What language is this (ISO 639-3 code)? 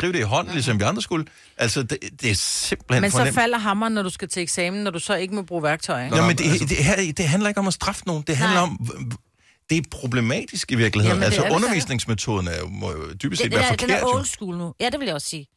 dan